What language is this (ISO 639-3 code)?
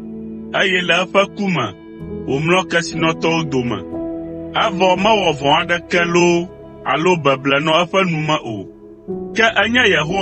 ewe